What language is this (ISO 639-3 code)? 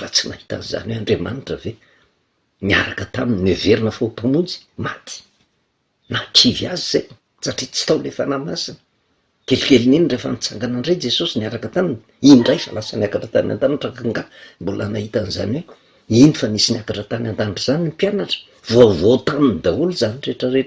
mlg